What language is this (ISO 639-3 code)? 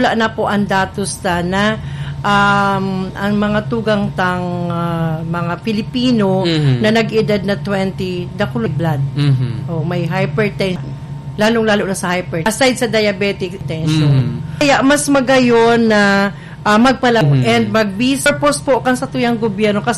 bik